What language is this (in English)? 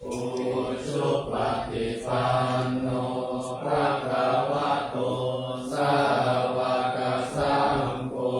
Pali